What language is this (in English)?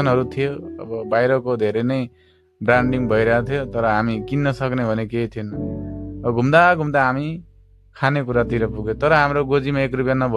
Nepali